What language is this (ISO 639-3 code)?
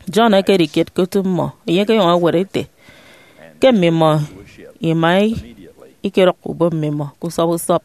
efi